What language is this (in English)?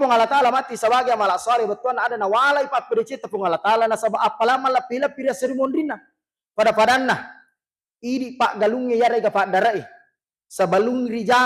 Buginese